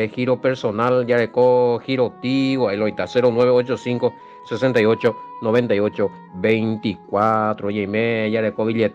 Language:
Guarani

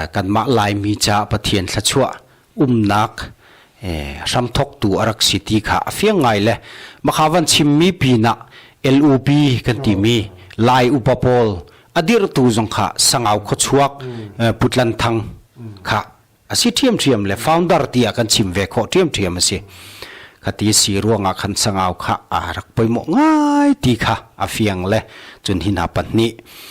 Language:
Hakha Chin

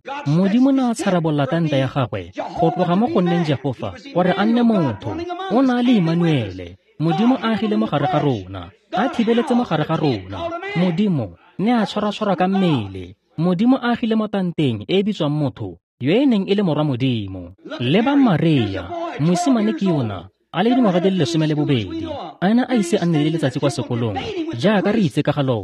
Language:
Tswana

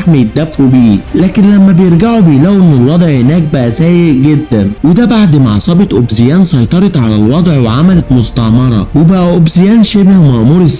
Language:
Egyptian Arabic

